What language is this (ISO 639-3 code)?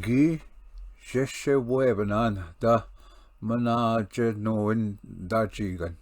oji